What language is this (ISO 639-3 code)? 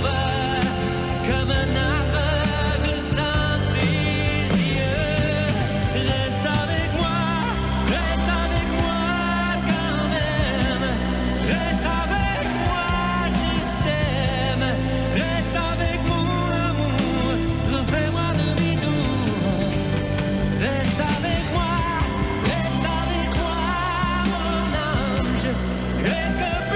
fra